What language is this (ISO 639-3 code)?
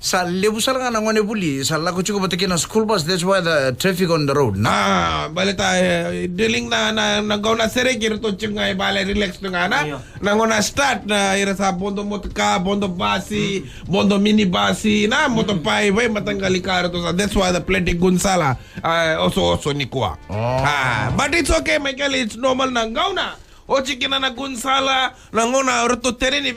fij